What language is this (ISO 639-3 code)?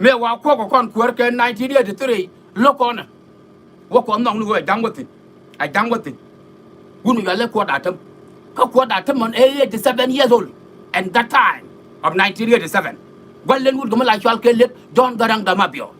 nus